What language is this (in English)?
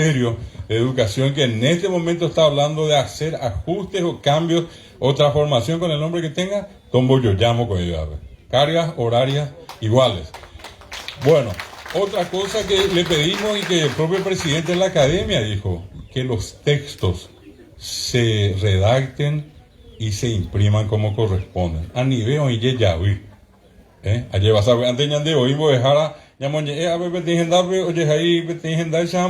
Guarani